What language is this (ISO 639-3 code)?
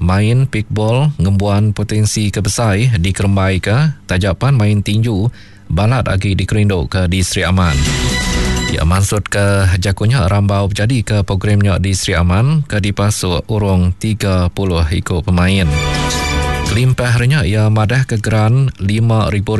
iba